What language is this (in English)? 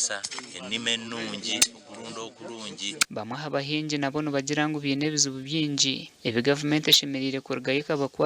Nyankole